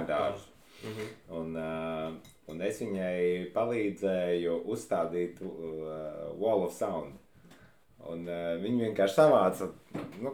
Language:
Latvian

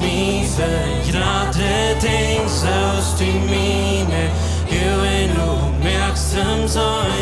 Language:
Plautdietsch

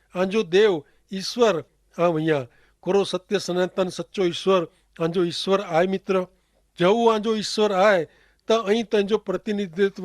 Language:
Kachhi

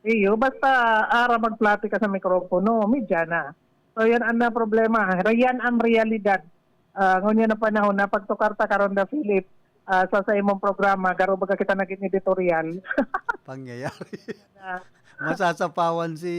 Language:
Bikol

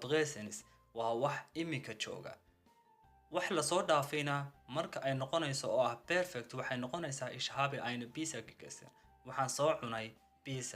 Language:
Somali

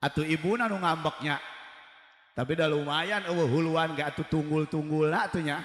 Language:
Sundanese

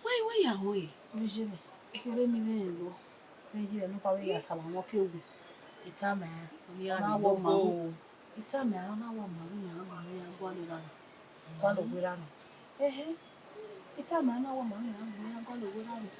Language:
Bini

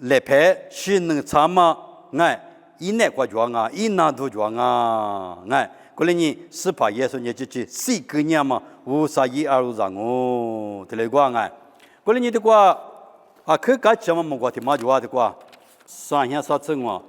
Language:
Lisu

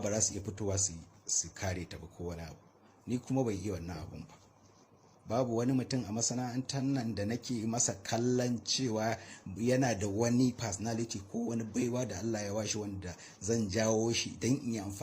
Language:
Hausa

